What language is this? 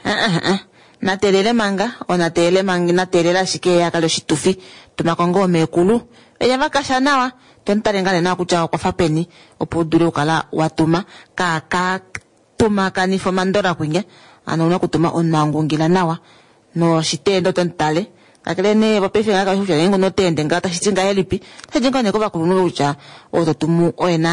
Kuanyama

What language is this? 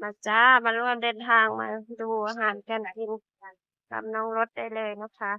Northeastern Thai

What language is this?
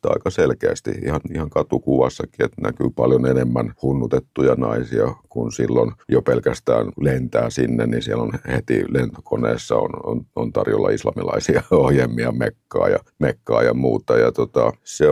Finnish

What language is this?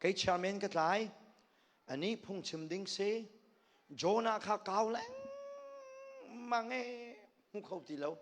Hakha Chin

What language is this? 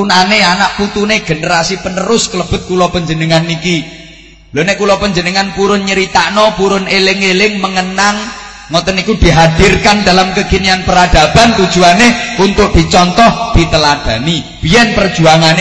Javanese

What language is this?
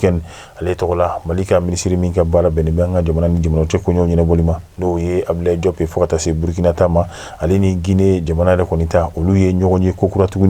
Bambara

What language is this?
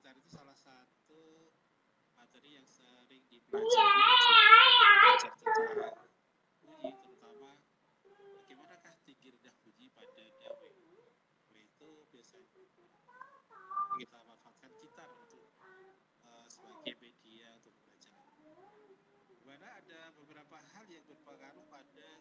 Indonesian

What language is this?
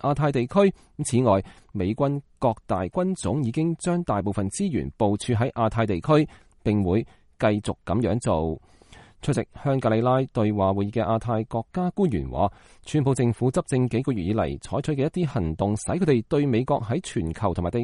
Cantonese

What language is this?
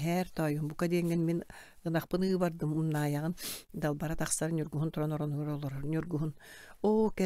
Yakut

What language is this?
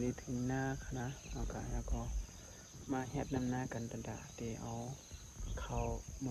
Shan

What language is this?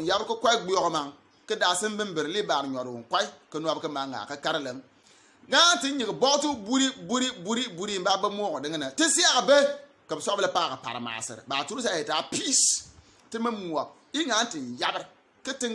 Bimoba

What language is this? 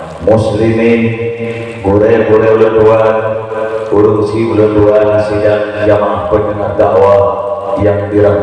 Achinese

